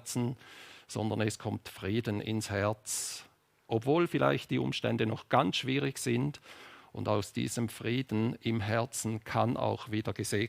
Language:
Swiss German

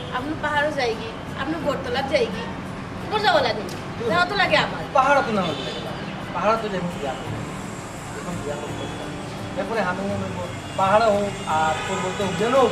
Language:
Sylheti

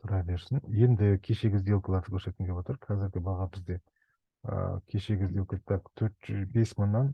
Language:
Kazakh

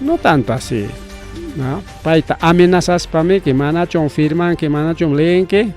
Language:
Ayacucho Quechua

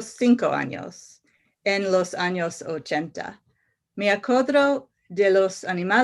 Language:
Ladino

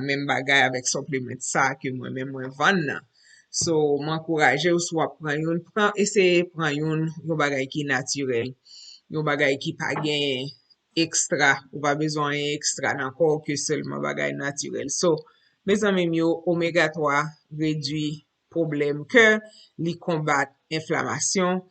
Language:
Haitian Creole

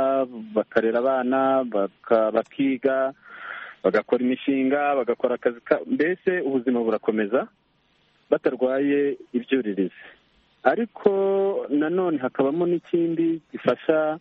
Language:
Kinyarwanda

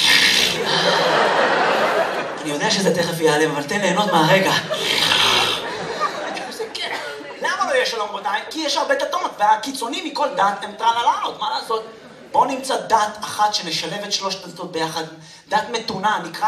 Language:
Hebrew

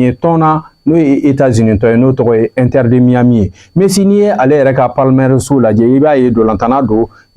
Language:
Bambara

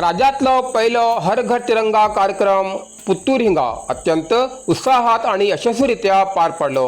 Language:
Konkani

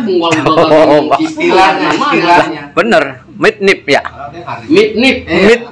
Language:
Betawi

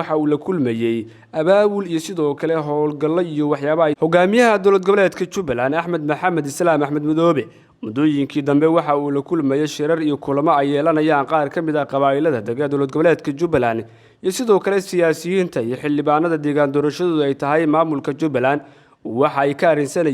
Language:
Somali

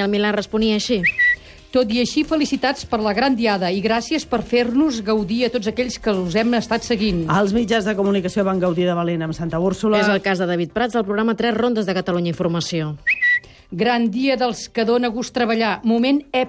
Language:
Catalan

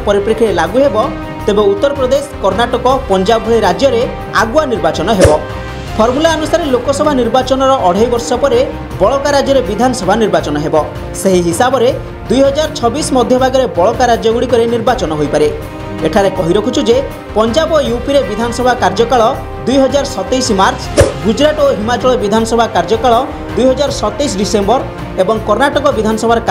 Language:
Odia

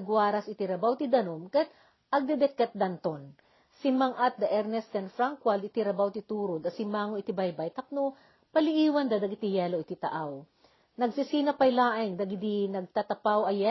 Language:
Iloko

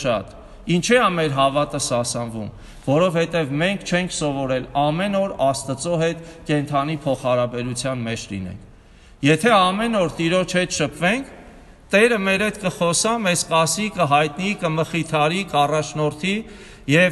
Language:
Armenian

